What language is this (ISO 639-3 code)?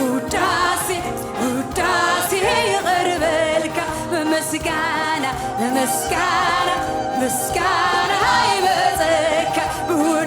tir